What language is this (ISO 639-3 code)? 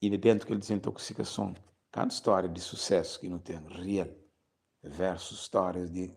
kea